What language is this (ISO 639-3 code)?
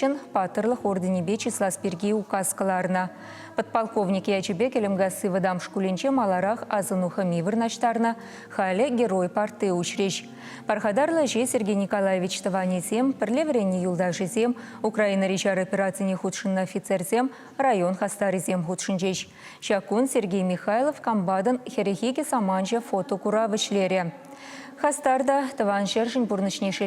chv